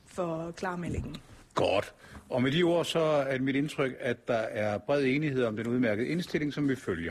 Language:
Danish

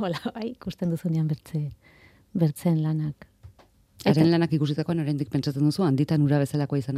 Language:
Basque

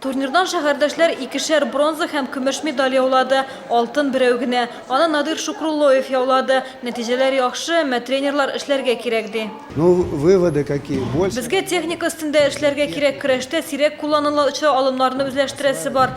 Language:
Tatar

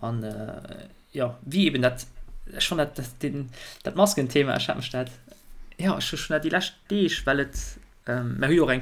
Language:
Luxembourgish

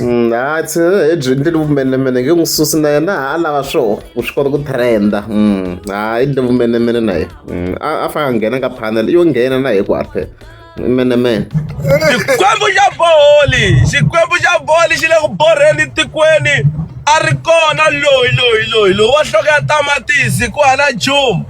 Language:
Tsonga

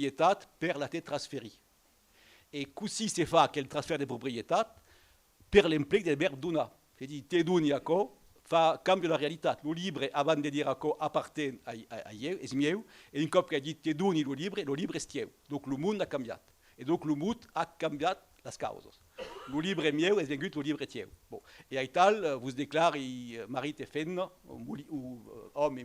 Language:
Occitan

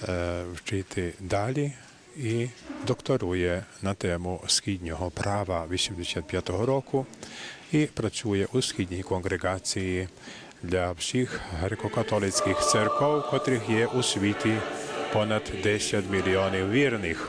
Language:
Rusyn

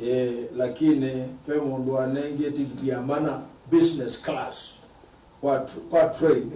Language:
Kamba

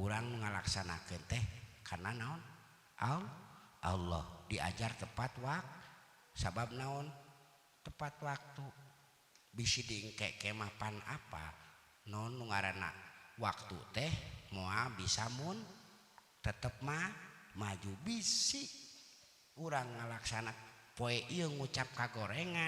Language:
Sundanese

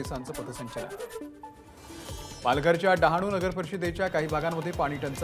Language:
Marathi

